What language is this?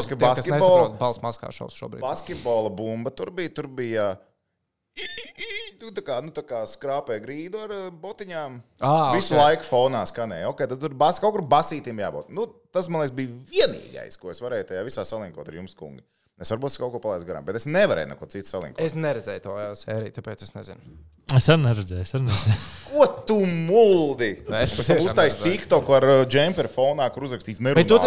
Latvian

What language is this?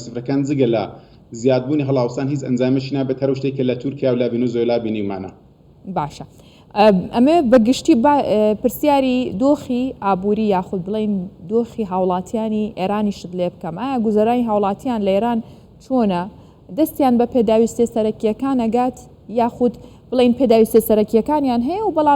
Central Kurdish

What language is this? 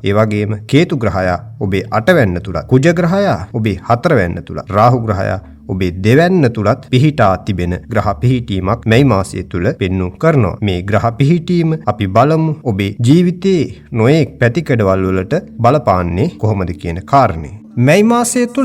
Sinhala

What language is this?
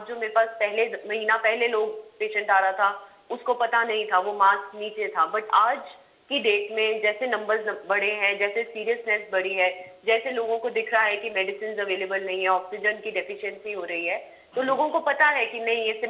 Hindi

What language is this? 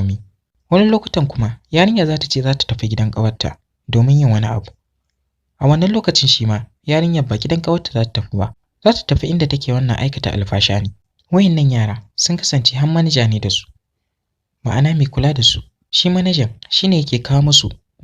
Hausa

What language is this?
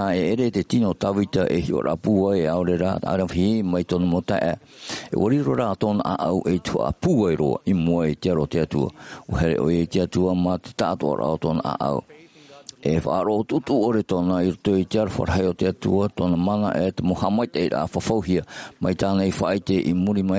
Tahitian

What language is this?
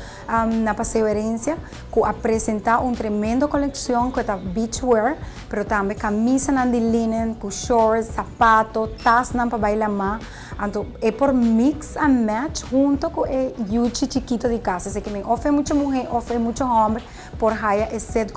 Papiamento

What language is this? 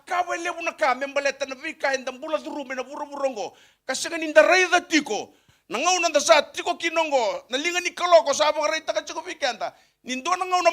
Fijian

